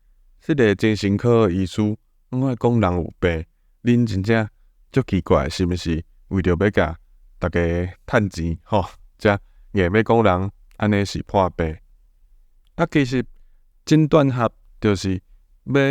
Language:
Min Nan Chinese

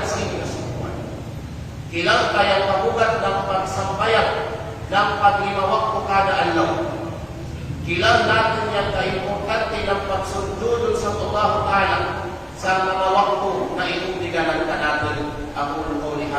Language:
Kalagan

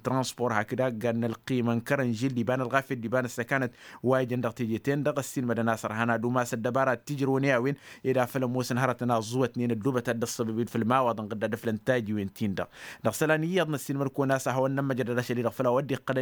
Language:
Tamasheq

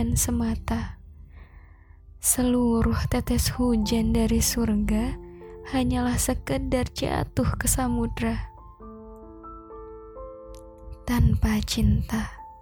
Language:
Indonesian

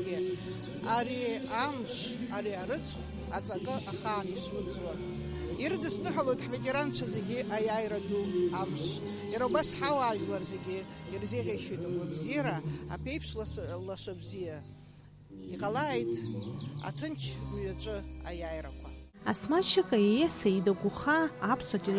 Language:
Abkhazian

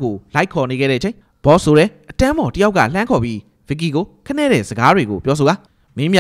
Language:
Burmese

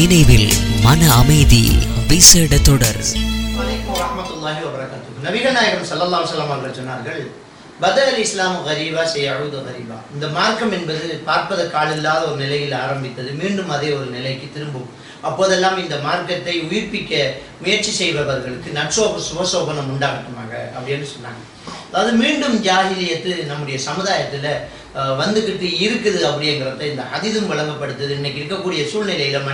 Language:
Tamil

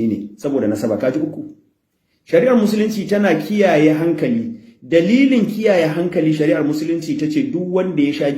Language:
Hausa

